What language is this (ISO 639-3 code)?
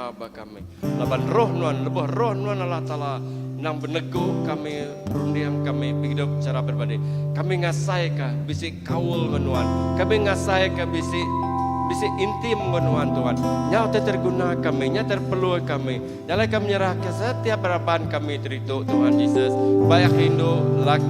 iba